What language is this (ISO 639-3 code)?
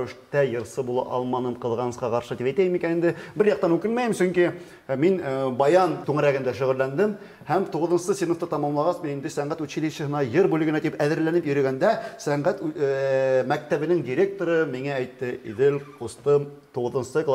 bak